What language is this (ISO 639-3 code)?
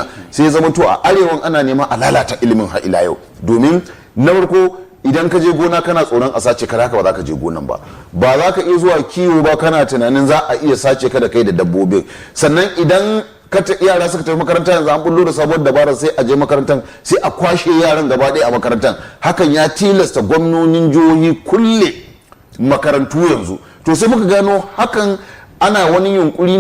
hau